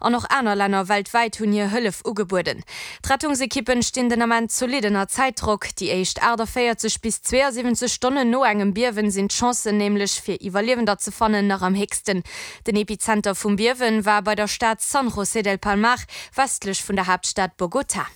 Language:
Luxembourgish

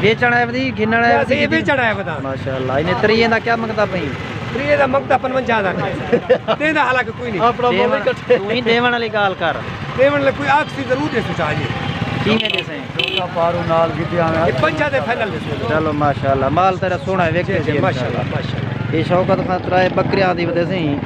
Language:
Saraiki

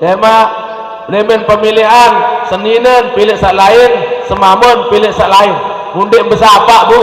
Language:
Sasak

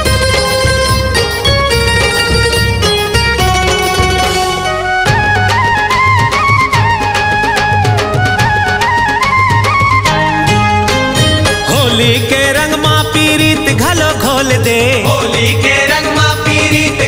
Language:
Chhattisgarhi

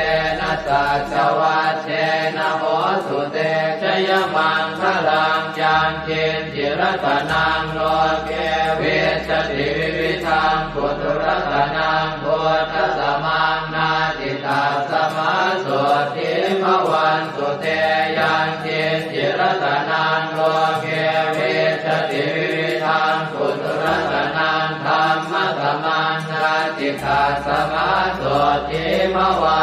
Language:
Pali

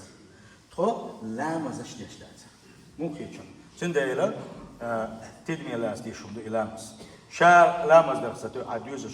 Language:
Chechen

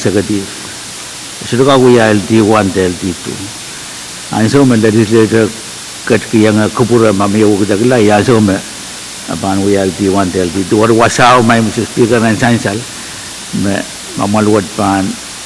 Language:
Pohnpeian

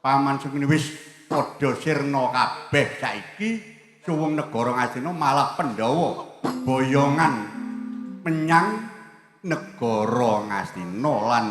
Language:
Javanese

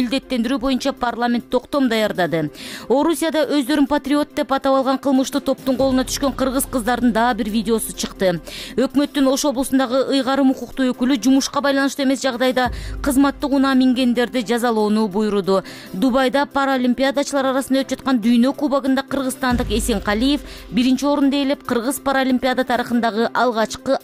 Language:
Kyrgyz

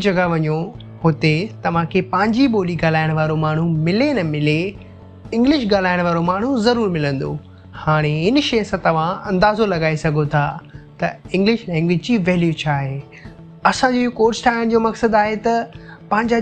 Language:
Sindhi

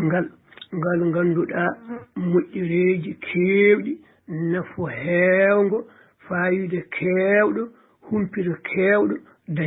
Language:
Fula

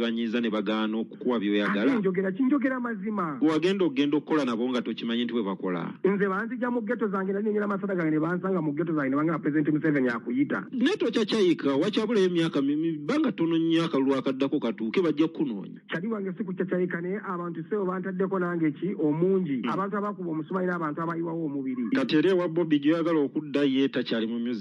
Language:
Ganda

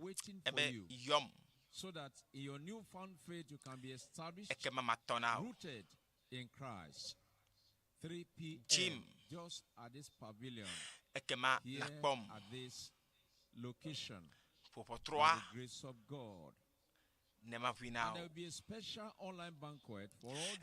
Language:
Ewe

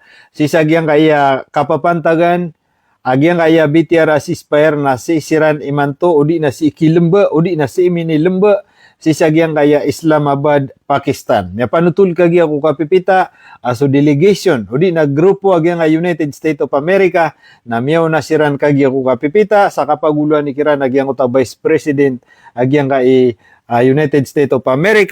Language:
Maranao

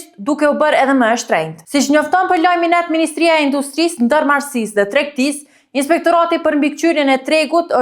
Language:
Albanian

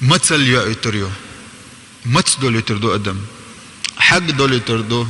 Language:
Chechen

